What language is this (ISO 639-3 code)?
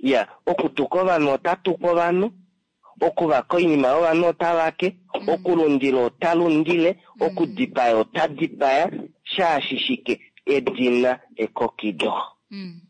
kua